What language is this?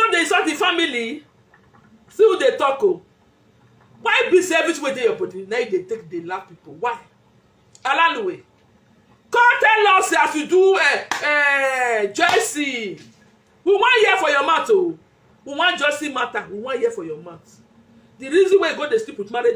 Nigerian Pidgin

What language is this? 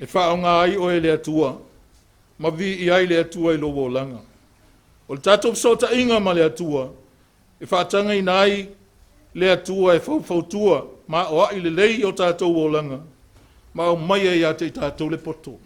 Samoan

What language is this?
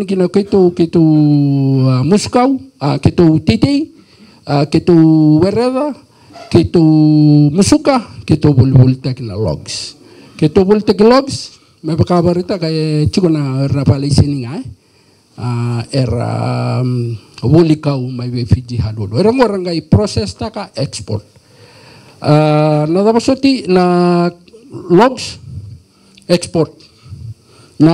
Fijian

